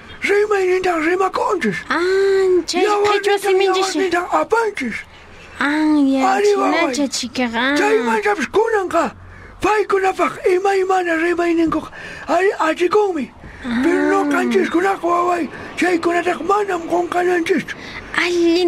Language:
South Bolivian Quechua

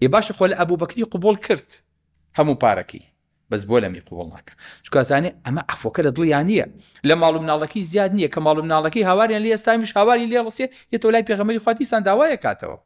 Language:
Central Kurdish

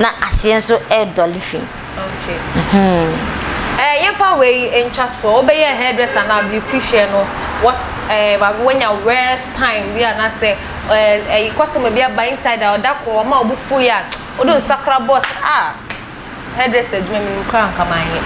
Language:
Akan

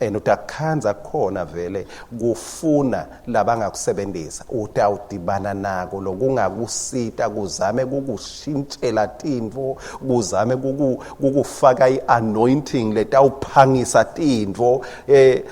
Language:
Swati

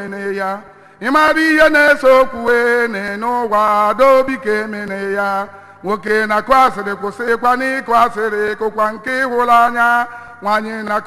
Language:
Igbo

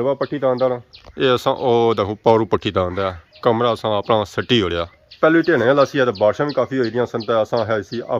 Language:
Pahari-Potwari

